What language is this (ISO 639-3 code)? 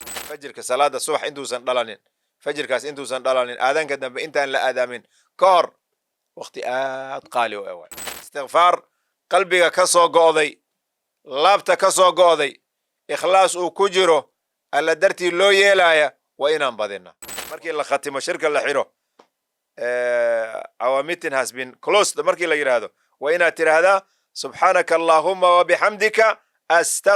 som